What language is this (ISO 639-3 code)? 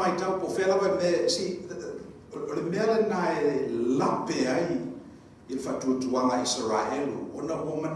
smo